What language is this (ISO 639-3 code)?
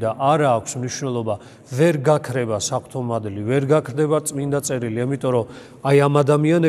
kat